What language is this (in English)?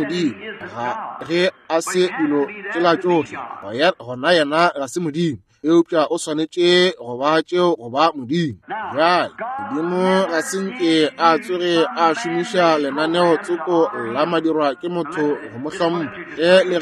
Northern Sotho